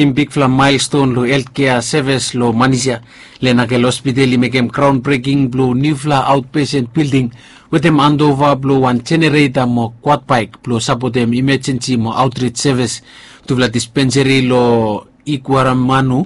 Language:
Bislama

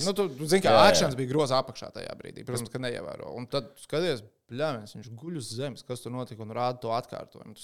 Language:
Latvian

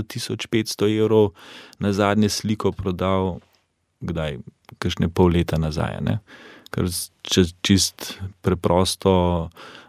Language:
Slovenian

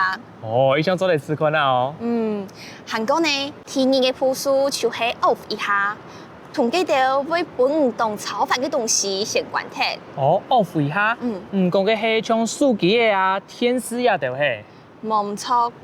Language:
Hakka Chinese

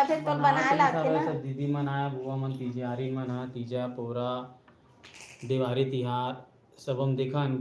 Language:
Chhattisgarhi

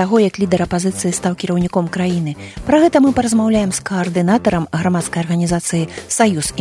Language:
Belarusian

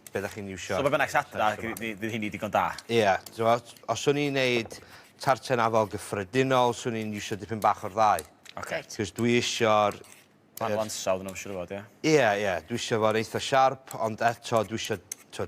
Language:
Welsh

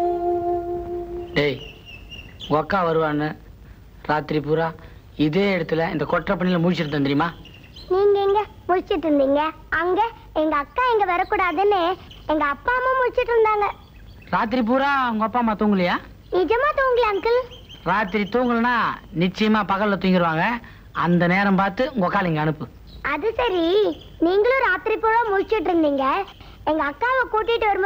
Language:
Tamil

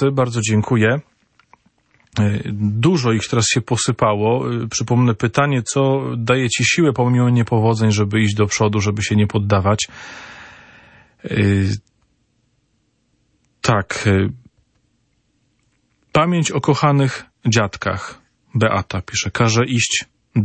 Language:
Polish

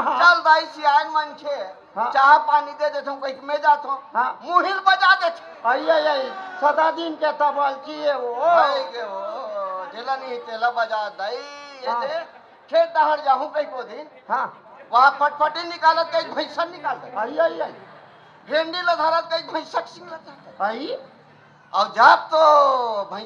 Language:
Chhattisgarhi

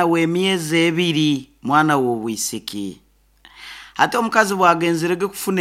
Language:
Nyoro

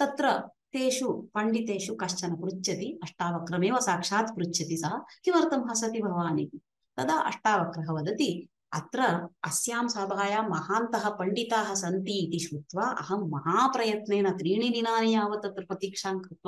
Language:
Sanskrit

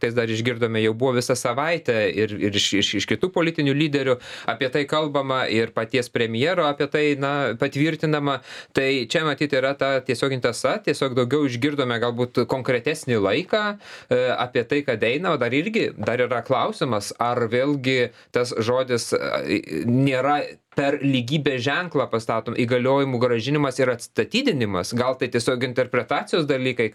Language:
Lithuanian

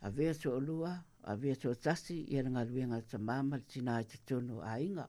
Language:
Samoan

